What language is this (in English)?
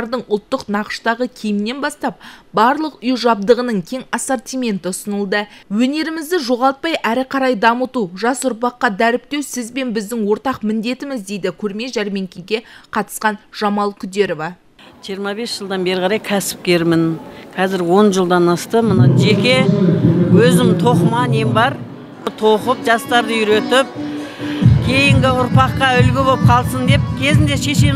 Kazakh